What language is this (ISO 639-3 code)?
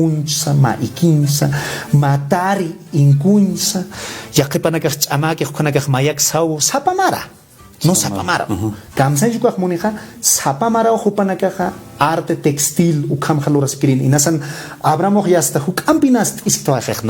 aym